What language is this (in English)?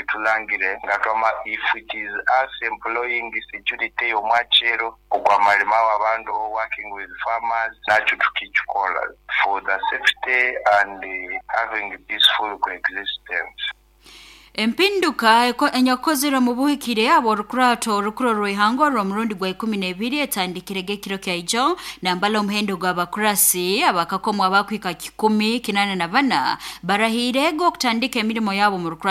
Nyoro